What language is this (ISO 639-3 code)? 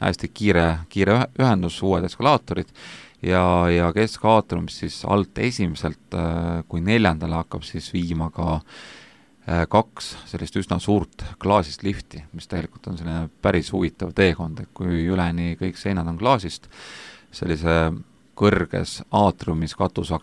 est